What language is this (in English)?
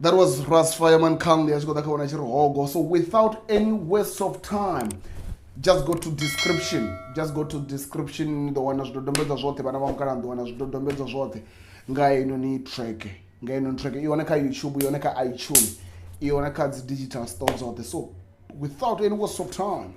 Venda